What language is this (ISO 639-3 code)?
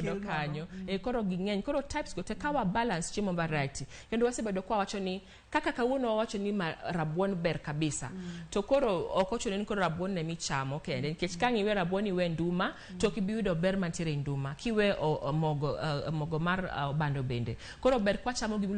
luo